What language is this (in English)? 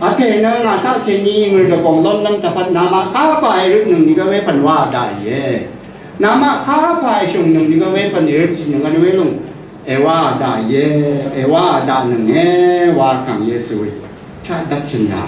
Rawang